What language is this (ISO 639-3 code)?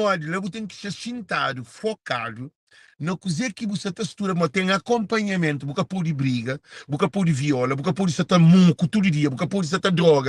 kea